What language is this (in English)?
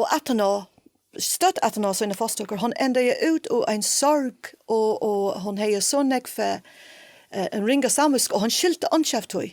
Faroese